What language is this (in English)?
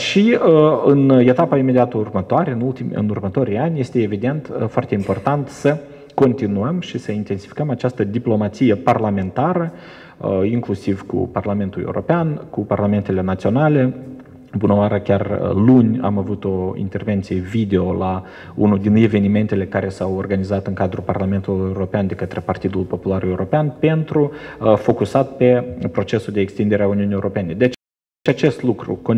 Romanian